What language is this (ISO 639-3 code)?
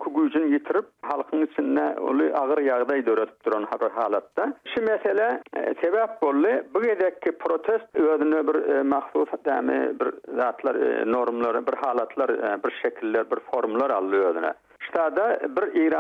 tuk